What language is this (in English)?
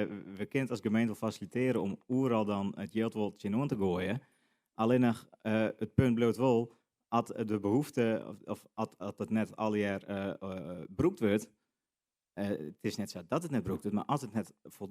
Western Frisian